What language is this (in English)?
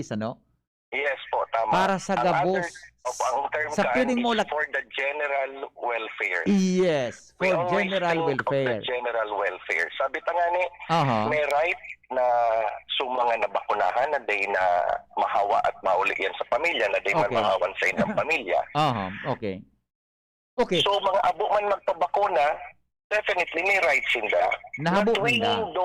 Bikol